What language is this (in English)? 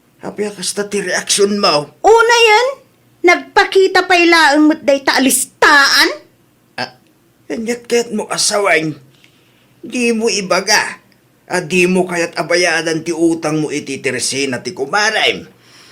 Iloko